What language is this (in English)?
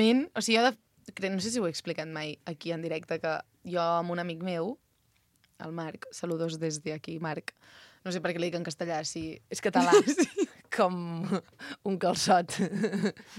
Catalan